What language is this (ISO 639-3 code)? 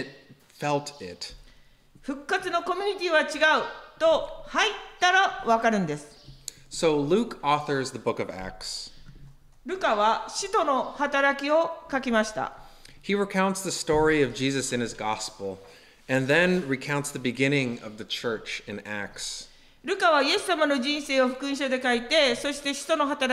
jpn